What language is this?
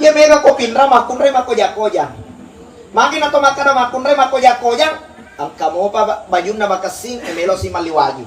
Buginese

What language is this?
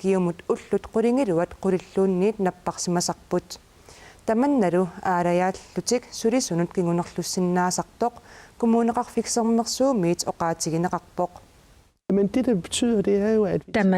Kalaallisut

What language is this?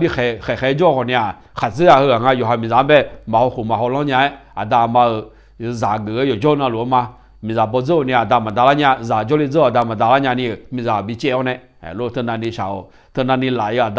Akha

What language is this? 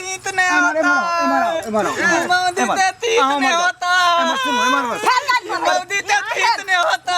Maithili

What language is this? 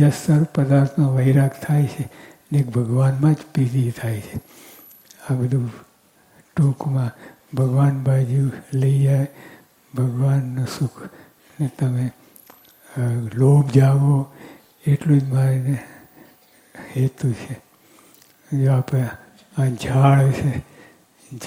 Gujarati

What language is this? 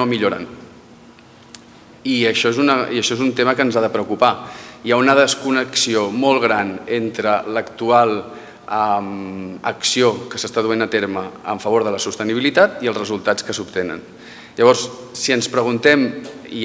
Catalan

